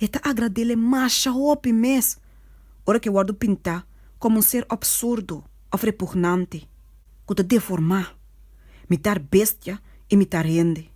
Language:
Papiamento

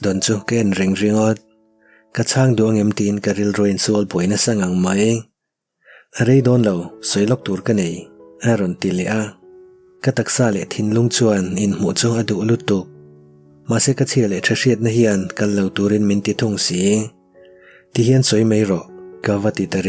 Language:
Mizo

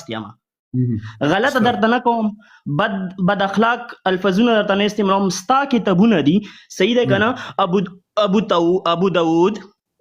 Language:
Pashto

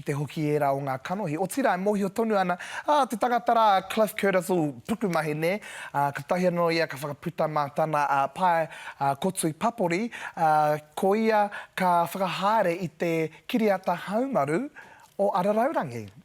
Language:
Māori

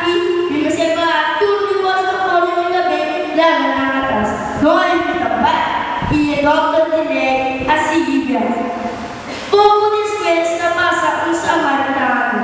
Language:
Papiamento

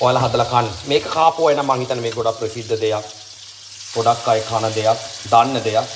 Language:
Sinhala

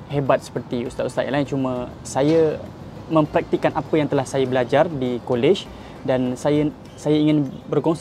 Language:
Malay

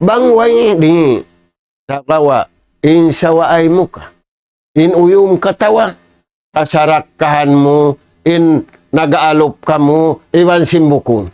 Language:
Tausug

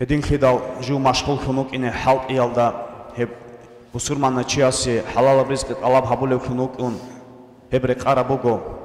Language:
Avaric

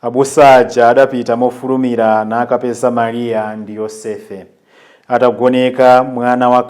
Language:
Nyanja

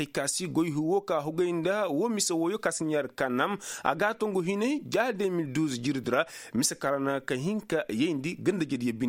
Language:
Koyraboro Senni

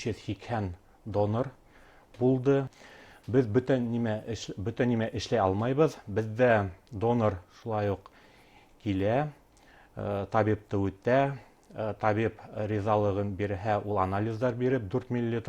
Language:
Bashkir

